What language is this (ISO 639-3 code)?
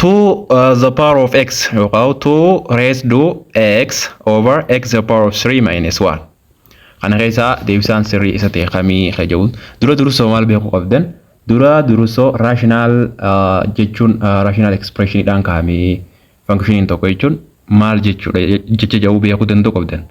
orm